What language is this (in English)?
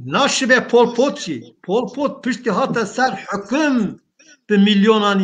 Kurdish